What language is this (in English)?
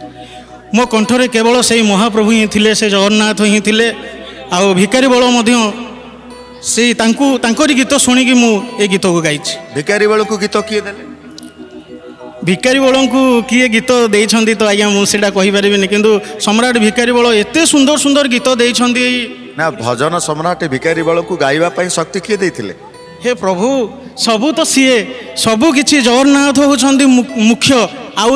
Odia